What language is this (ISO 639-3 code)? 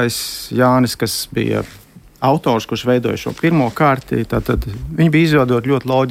lav